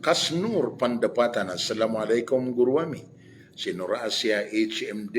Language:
Maranao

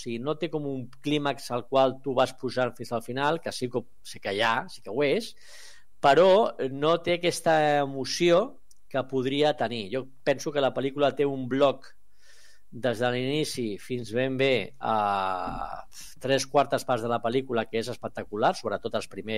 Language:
Catalan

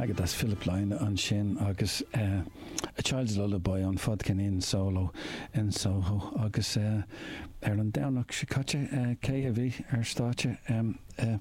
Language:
Irish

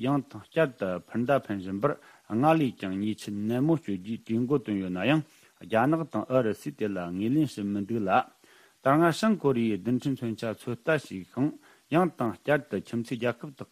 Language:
Tibetan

